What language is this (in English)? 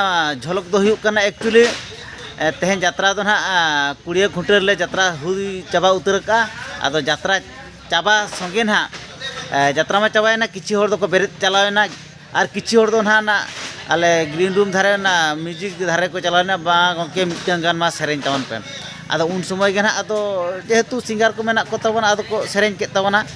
Santali